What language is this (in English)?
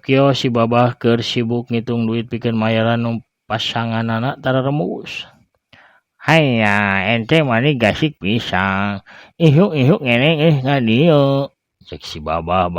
Sundanese